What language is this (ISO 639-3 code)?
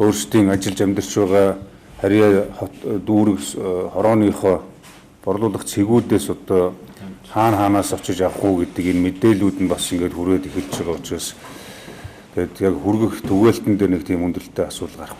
mon